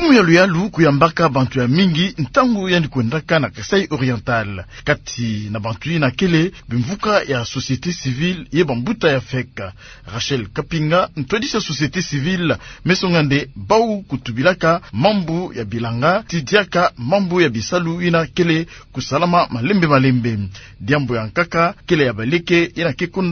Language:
Kituba (Democratic Republic of Congo)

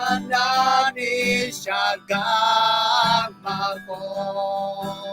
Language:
Akha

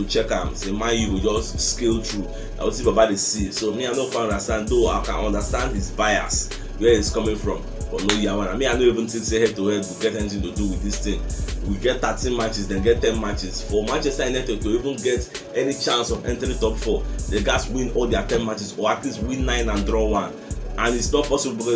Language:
Nigerian Pidgin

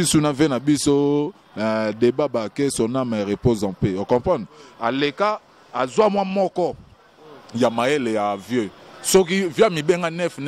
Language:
Lingala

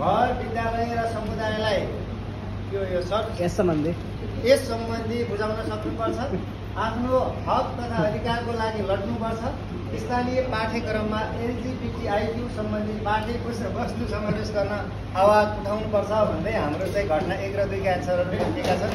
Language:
Nepali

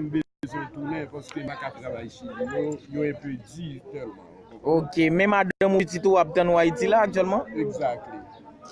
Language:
Haitian Creole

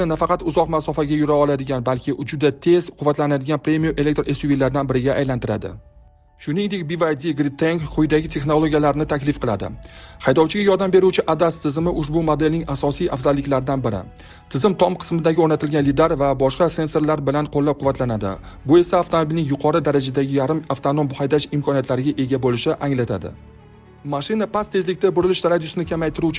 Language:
Uzbek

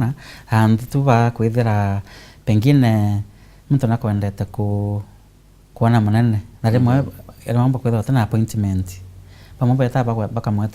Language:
Meru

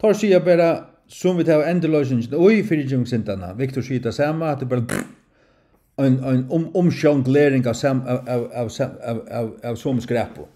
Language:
Faroese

